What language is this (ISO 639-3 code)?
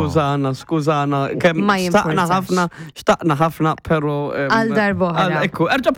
mlt